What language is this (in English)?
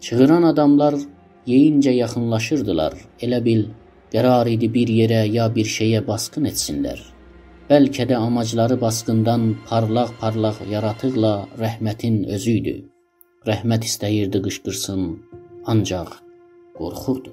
South Azerbaijani